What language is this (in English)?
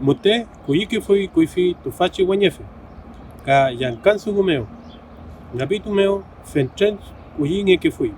Mapuche